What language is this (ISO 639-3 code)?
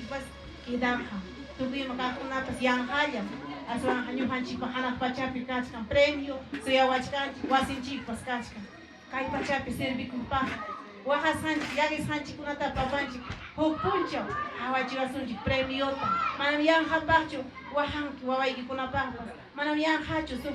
quy